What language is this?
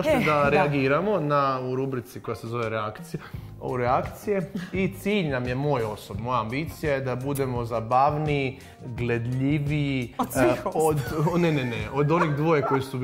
Croatian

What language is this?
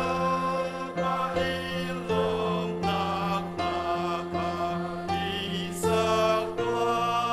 Hakha Chin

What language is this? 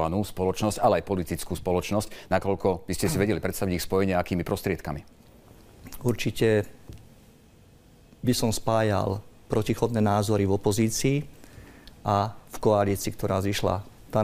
Slovak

